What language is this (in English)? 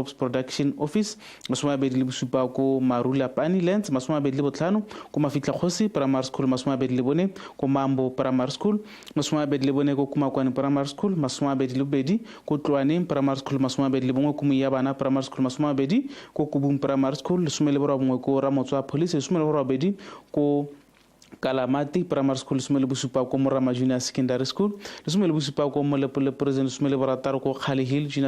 Tswana